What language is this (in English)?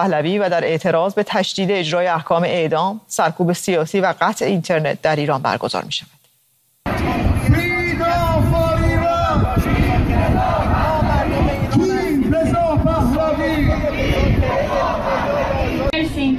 Persian